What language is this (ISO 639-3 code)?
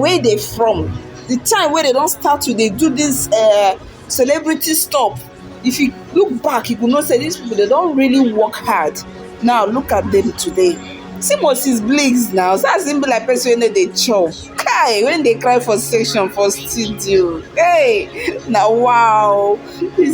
pcm